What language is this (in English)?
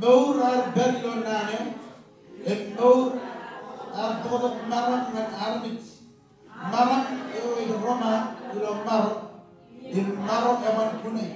Marshallese